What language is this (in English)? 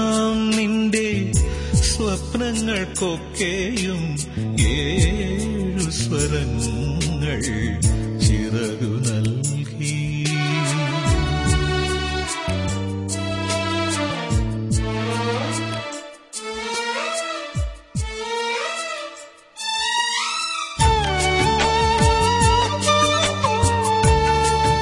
Malayalam